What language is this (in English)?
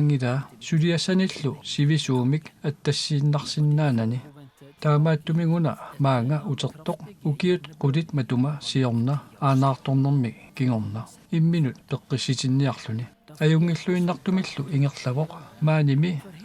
Kalaallisut